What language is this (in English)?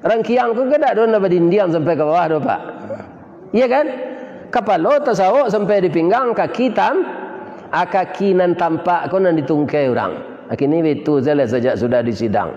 Minangkabau